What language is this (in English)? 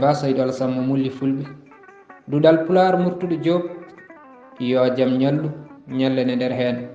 Fula